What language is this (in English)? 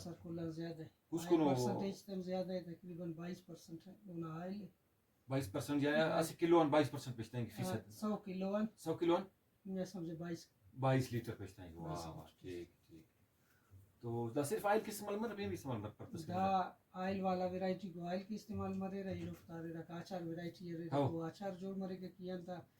Brahui